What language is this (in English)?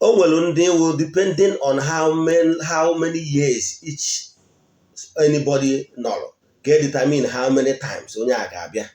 Igbo